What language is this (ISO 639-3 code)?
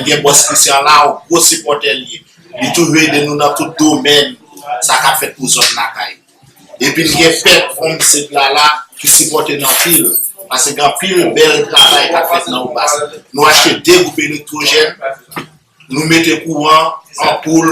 hat